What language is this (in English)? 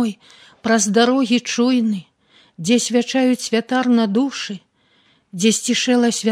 Belarusian